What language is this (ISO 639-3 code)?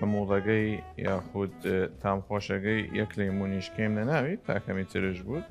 sdh